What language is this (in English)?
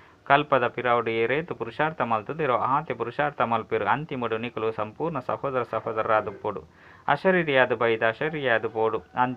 Tulu